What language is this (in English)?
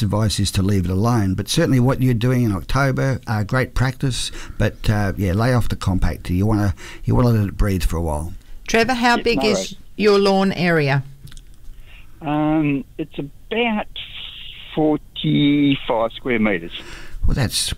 English